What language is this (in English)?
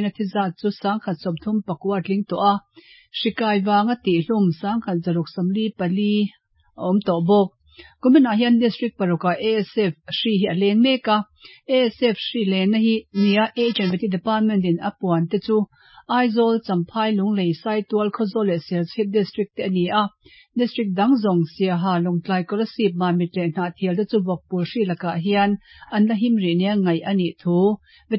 Mizo